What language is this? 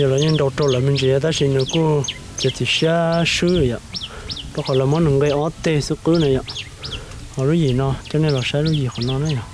Hmong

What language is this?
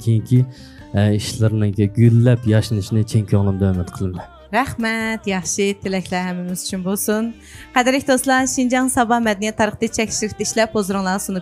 Uyghur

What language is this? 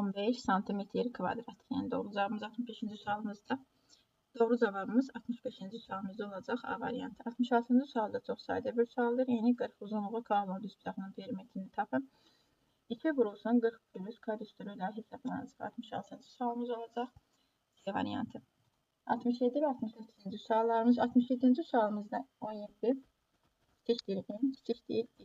Azerbaijani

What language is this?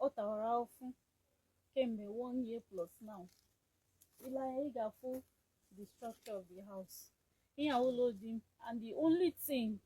Igbo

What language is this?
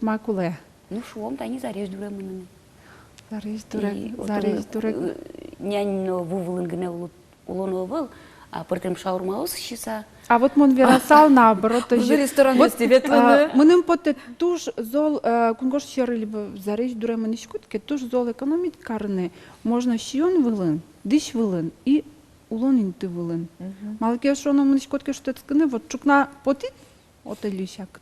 Udmurt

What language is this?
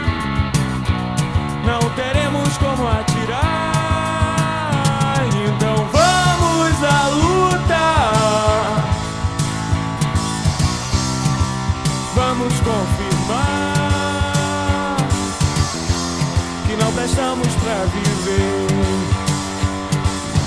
Portuguese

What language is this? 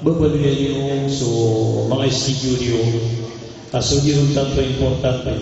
Maranao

